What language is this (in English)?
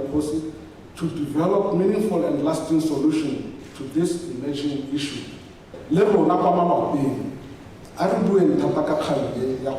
Tswana